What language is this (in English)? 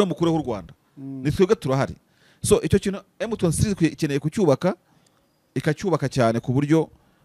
Kinyarwanda